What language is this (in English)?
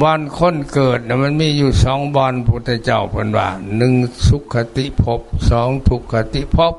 Lao